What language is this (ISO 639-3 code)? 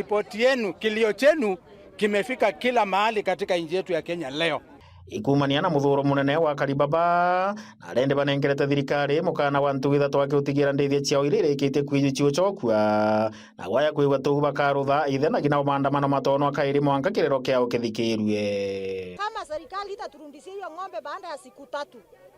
mer